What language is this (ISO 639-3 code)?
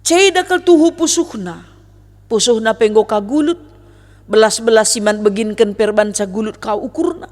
btx